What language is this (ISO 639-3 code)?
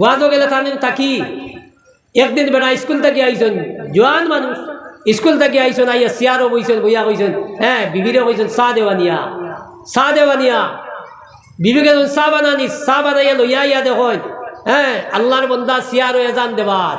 syl